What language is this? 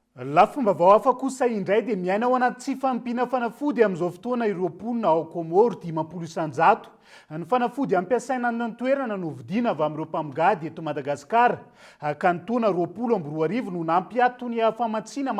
Malagasy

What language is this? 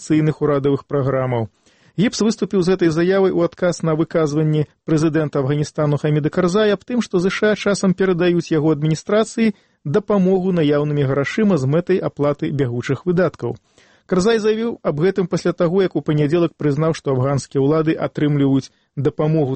Belarusian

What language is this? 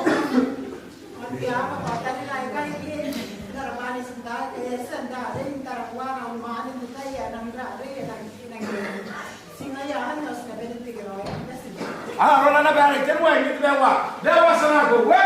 Gilbertese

